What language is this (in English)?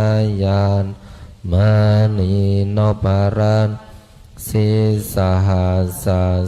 Pali